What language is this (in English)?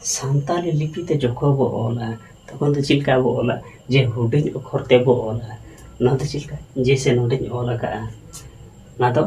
Santali